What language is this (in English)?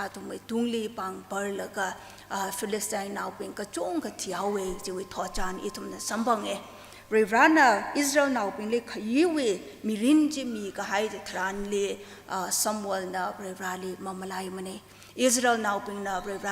Tangkhul Naga (India)